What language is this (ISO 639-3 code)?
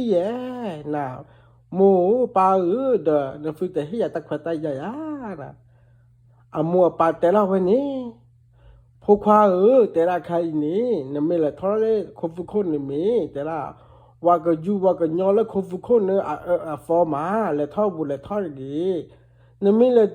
ksw